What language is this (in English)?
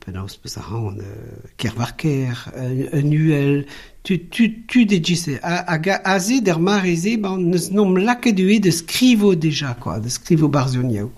Breton